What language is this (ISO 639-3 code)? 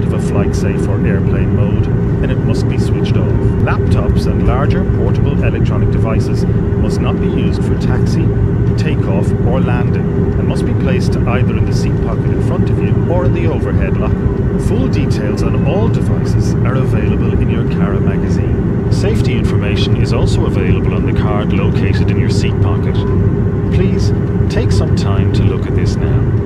eng